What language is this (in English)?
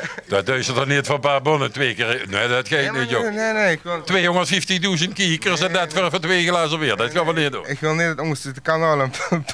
Limburgish